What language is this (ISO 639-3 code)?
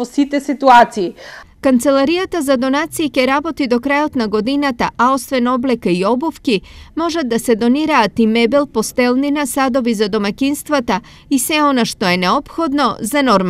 mkd